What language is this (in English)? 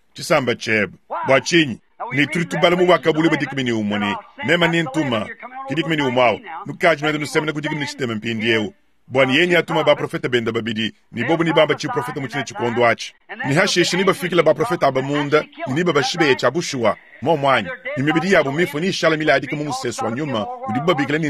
Luba-Lulua